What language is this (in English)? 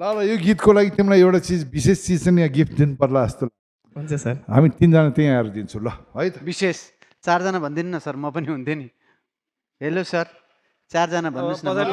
Nepali